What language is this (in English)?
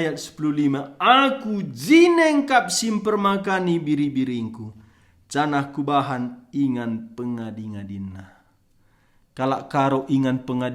Batak Karo